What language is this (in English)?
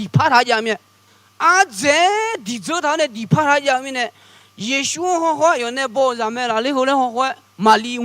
Akha